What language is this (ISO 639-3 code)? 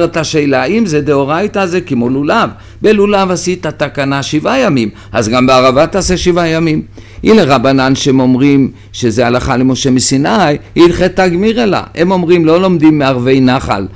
heb